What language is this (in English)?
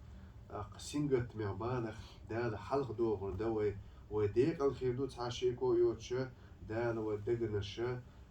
Chechen